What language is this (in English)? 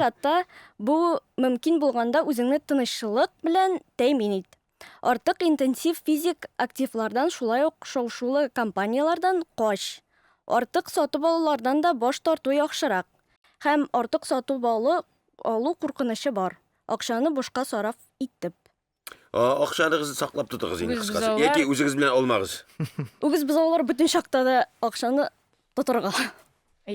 Tatar